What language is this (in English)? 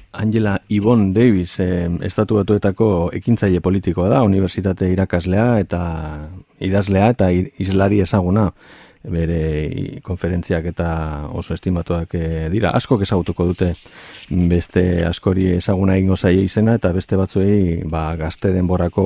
Basque